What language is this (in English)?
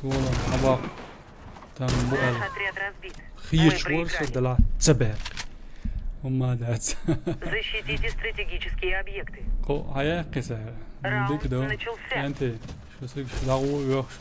Chechen